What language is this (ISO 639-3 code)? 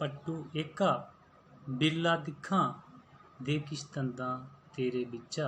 doi